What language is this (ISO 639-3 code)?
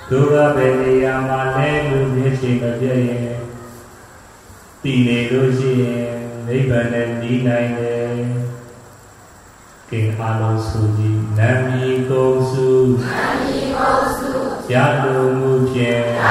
mya